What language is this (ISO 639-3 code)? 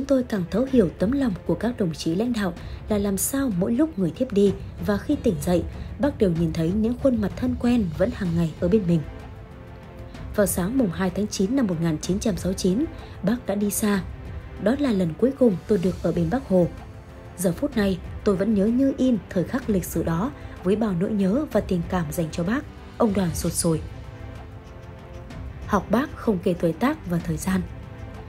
vie